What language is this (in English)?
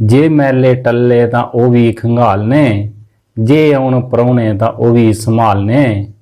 Dogri